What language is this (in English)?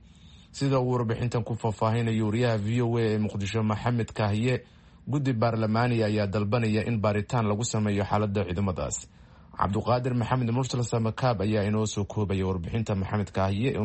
Somali